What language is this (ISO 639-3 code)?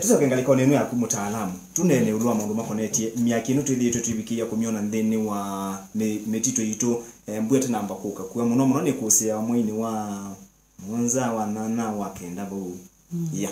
kam